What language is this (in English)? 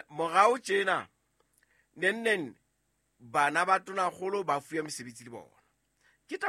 Southern Sotho